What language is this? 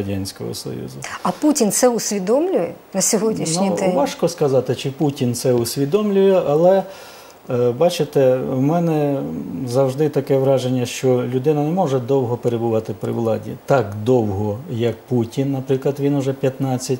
Ukrainian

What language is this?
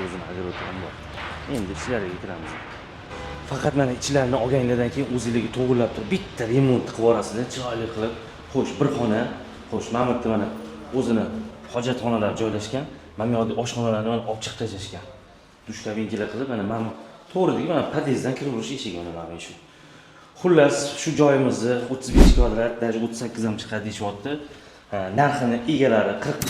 Uzbek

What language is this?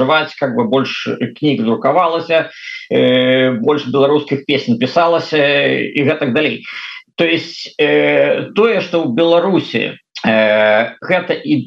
Belarusian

